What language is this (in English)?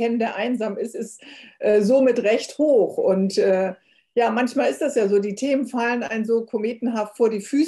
German